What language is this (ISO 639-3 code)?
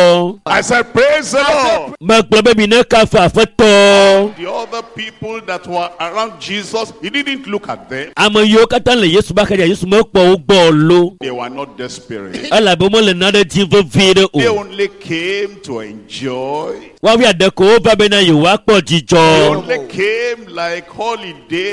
ewe